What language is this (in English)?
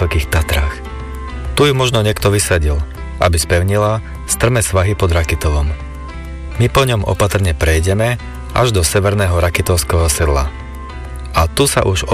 Slovak